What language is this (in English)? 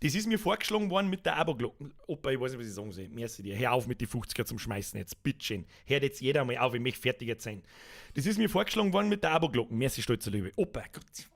Bavarian